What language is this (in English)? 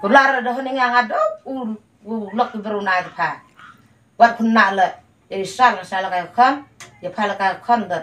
Khasi